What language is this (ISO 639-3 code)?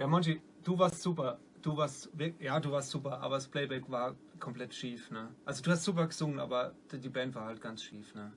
pfl